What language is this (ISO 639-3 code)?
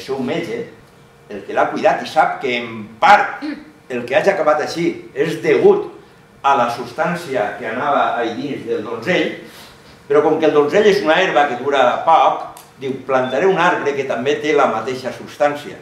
cat